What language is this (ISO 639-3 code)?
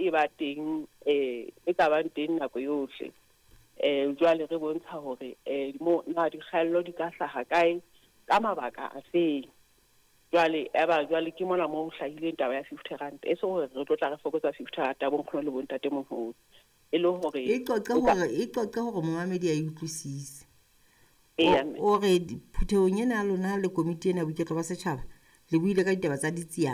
sot